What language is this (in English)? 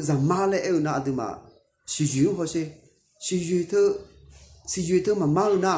Akha